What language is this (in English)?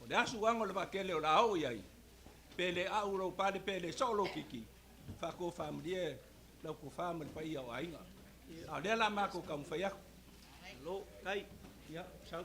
Samoan